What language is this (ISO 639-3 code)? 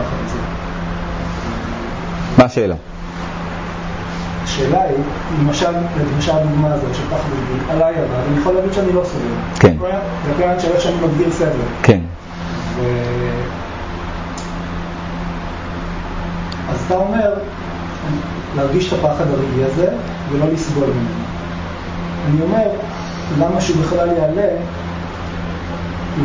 heb